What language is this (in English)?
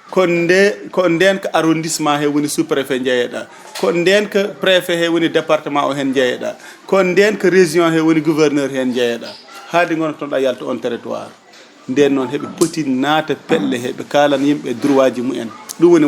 Fula